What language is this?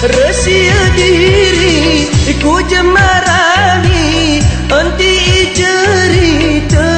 Gayo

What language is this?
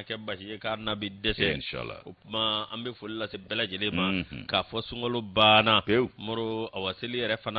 Bambara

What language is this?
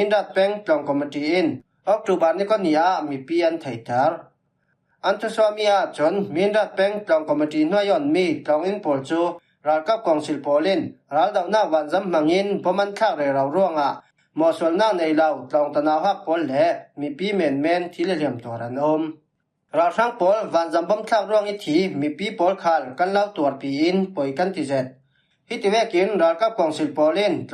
Falam Chin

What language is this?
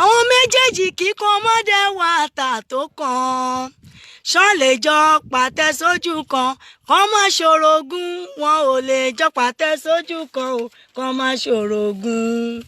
Yoruba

